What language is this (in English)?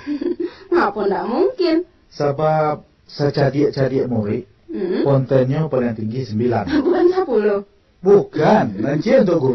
Minangkabau